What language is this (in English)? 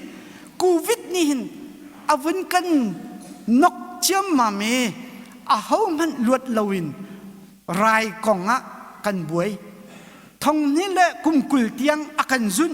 Hakha Chin